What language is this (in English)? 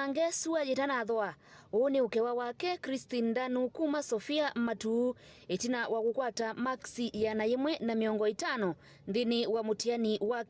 Kamba